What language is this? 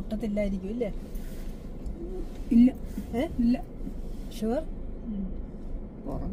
Malayalam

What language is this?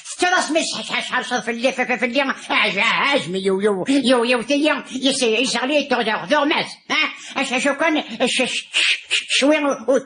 Kabyle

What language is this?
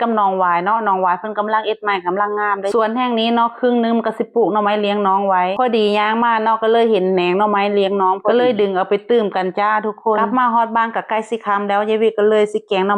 Northeastern Thai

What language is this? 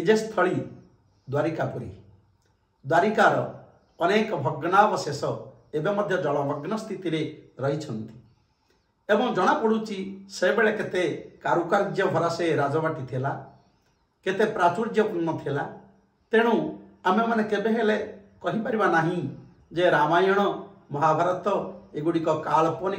Odia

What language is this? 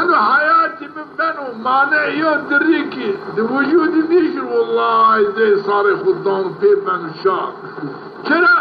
Zaza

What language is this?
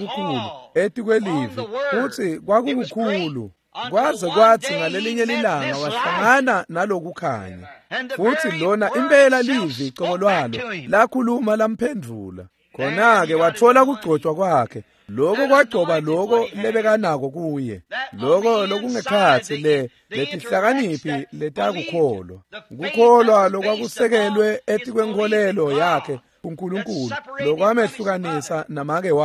Swati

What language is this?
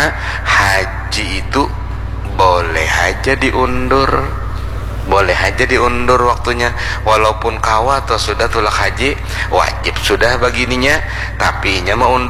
Banjar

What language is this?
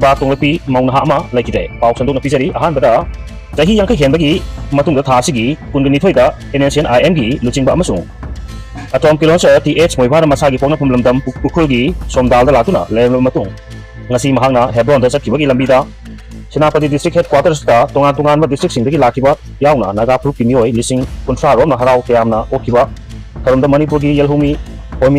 Manipuri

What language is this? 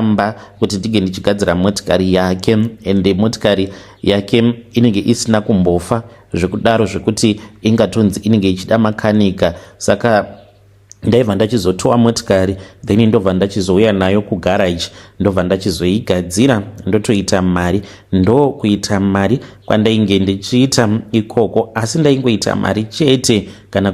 Shona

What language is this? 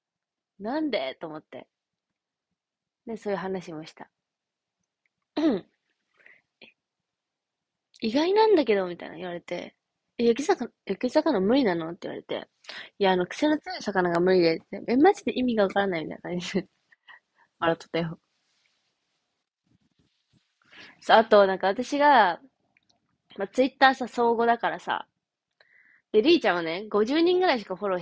Japanese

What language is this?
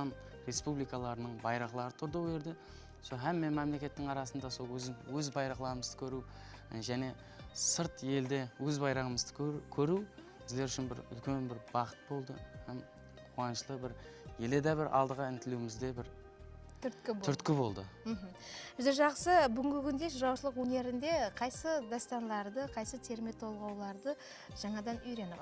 Kara-Kalpak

